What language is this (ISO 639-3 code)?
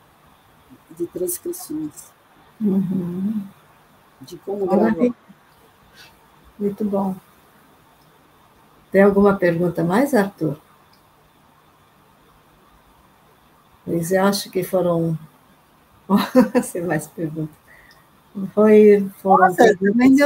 por